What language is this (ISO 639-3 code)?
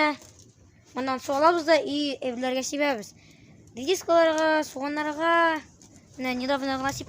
tat